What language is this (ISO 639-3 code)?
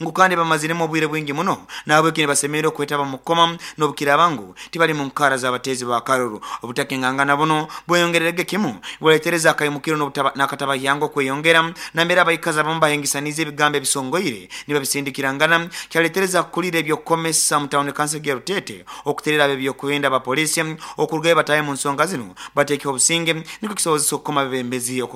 nyo